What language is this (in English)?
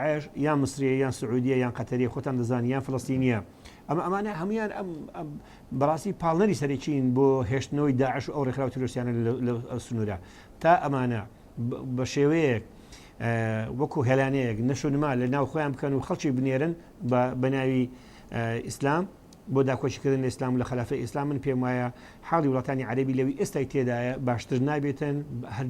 Central Kurdish